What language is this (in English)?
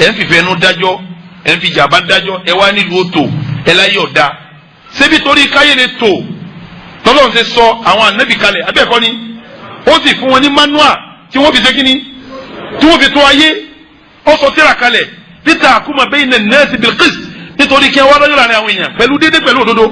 Yoruba